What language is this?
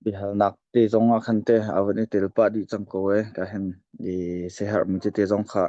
Hakha Chin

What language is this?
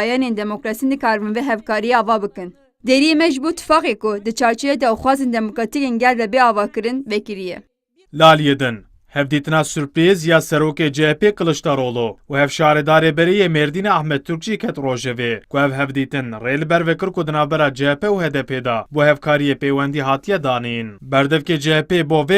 Kurdish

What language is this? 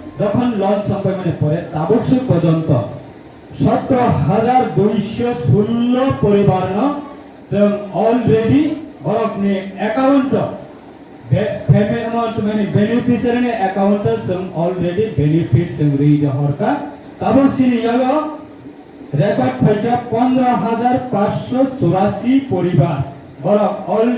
Riang (India)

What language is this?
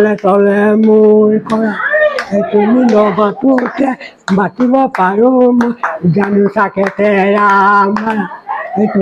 Assamese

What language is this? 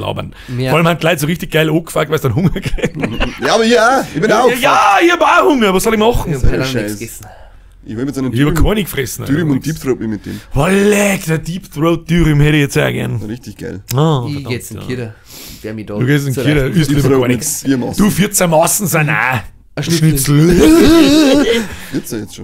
Bavarian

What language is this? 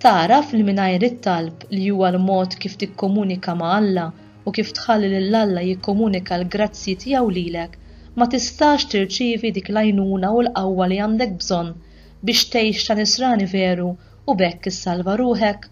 Maltese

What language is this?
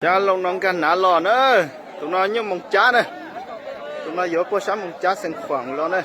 Hmong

